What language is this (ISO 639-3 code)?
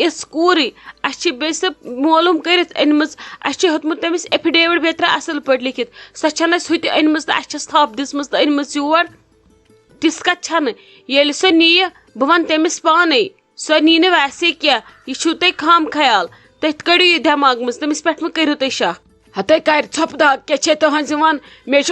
kas